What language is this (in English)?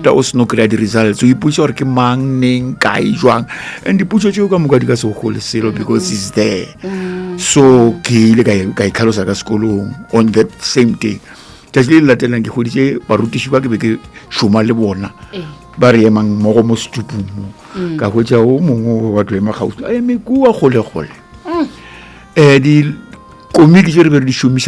Northern Sotho